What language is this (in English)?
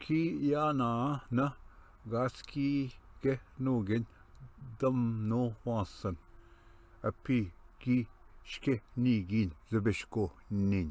Ojibwa